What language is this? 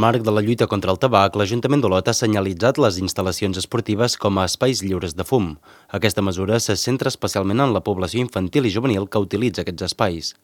Catalan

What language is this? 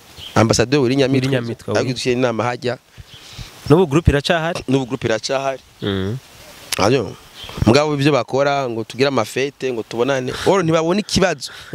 Rundi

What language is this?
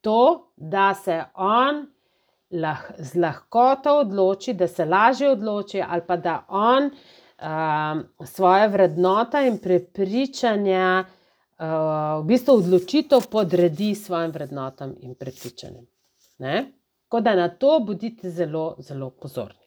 Slovenian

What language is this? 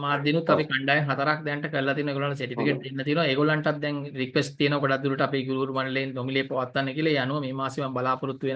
Sinhala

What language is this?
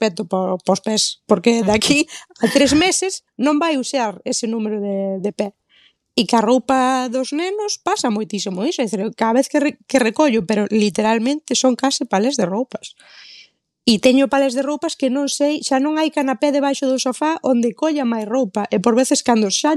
Galician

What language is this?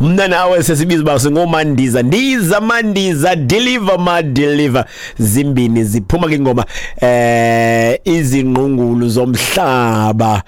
Xhosa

